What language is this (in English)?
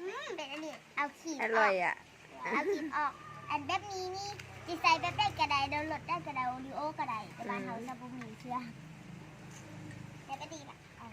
Lao